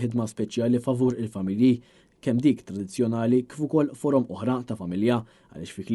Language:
Maltese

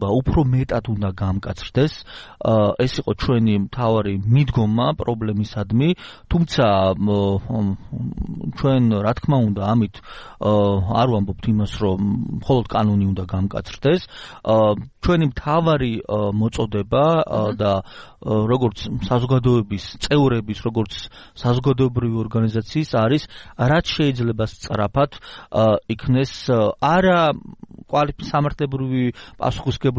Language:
Georgian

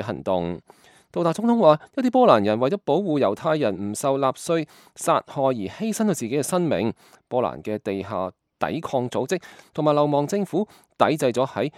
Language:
Cantonese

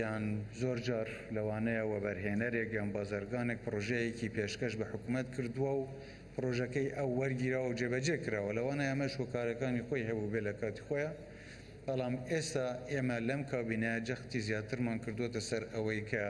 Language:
Central Kurdish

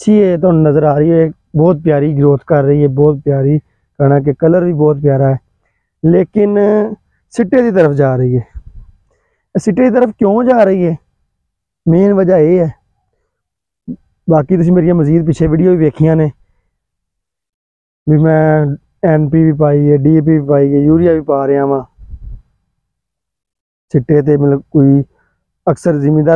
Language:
Punjabi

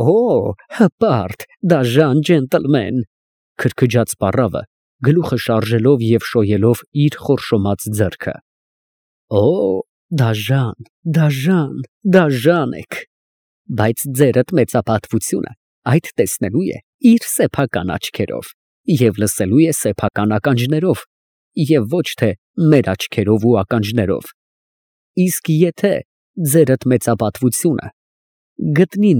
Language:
Armenian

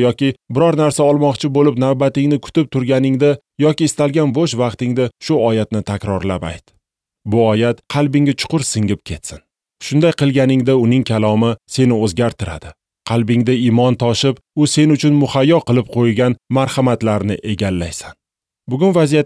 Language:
Uzbek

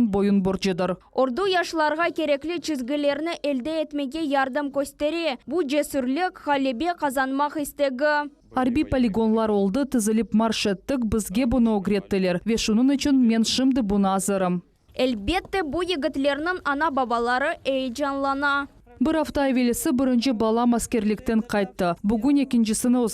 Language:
Crimean Tatar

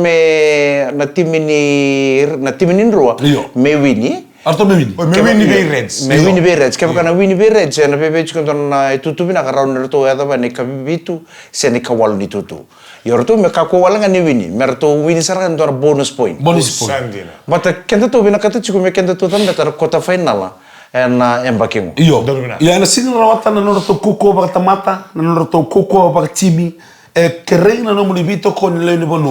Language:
Fijian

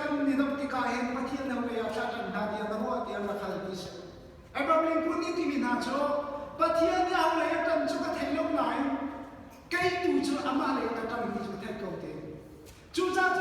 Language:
Hakha Chin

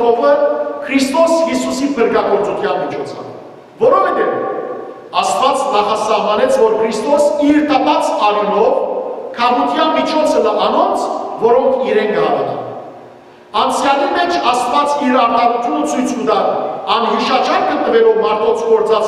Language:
Western Armenian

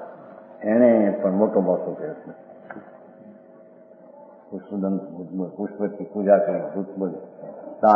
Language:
Gujarati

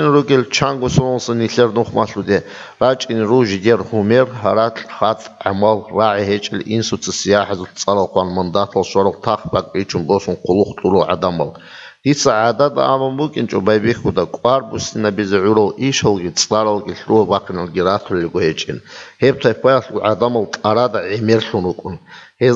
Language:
Avaric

